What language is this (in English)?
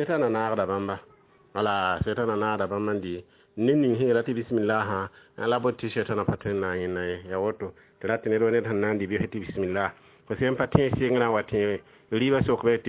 Mossi